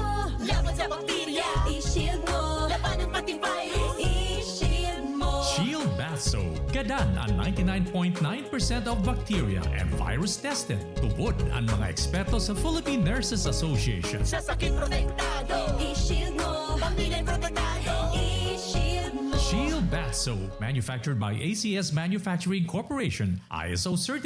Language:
Bikol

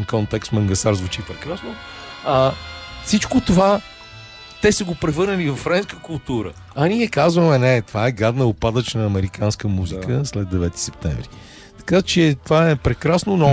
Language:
Bulgarian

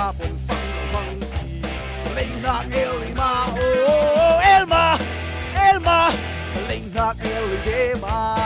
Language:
Falam Chin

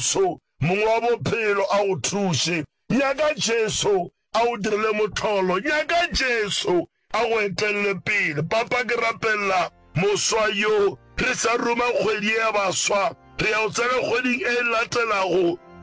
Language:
Northern Sotho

